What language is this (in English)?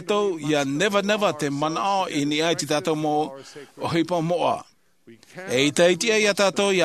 Tahitian